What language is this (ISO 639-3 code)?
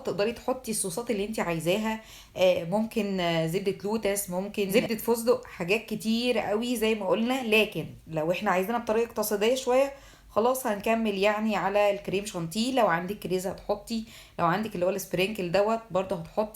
arz